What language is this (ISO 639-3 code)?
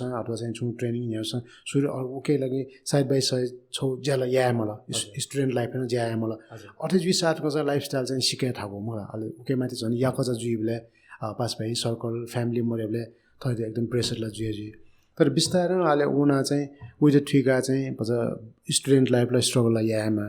new